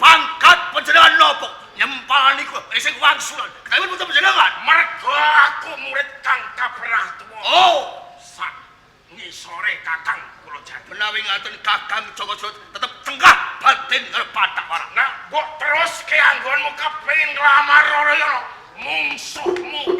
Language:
Javanese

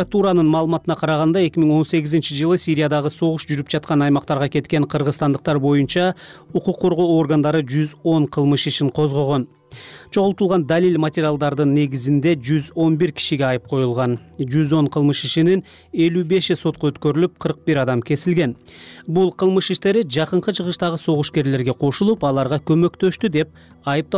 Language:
Kyrgyz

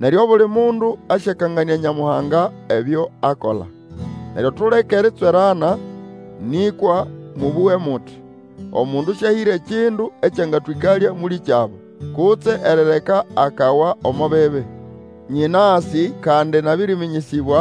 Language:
Nande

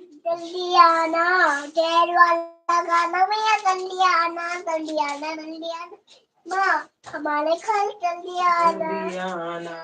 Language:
Maithili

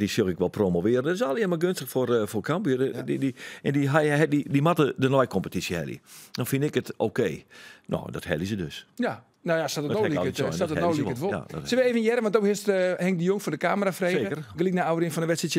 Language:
Western Frisian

